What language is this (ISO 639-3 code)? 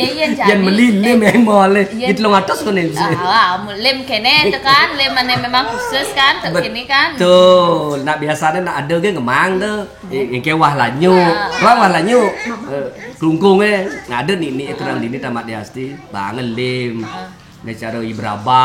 ban